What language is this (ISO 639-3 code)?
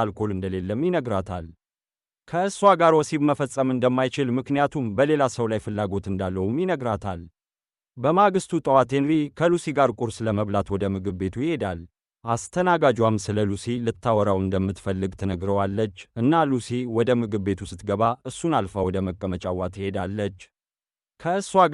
amh